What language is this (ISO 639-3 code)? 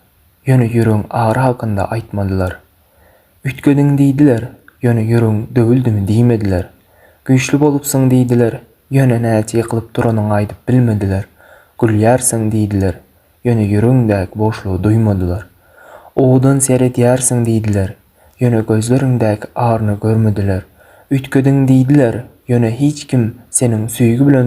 tuk